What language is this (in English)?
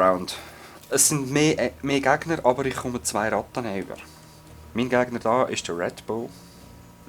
Swiss German